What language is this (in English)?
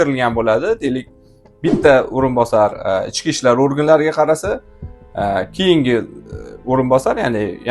Uzbek